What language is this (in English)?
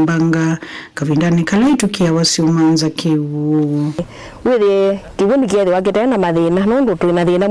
Kamba